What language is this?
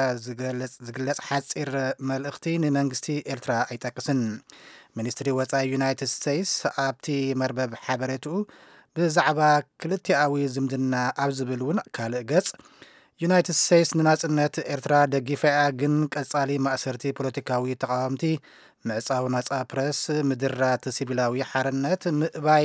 Tigrinya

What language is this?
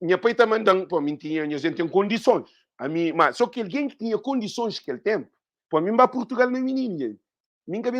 Kabuverdianu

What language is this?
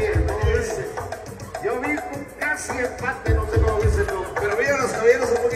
Spanish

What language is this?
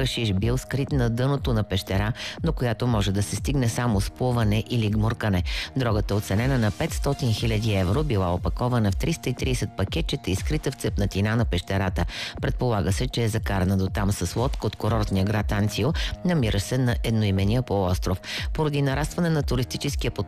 Bulgarian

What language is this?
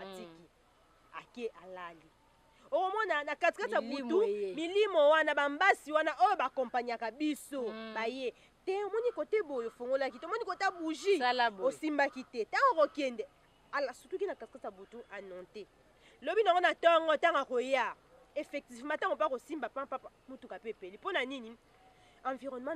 Lingala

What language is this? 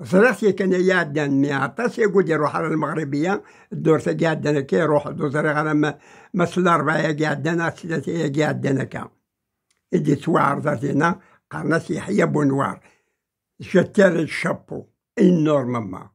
Kabyle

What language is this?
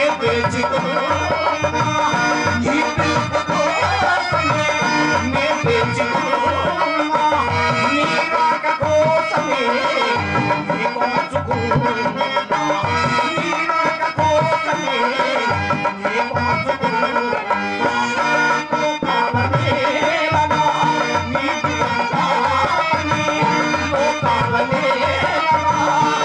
Telugu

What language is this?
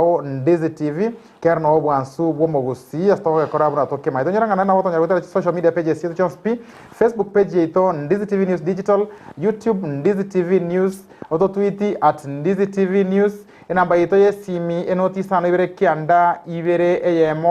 Gusii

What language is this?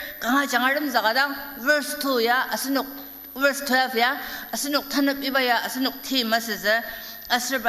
Ao Naga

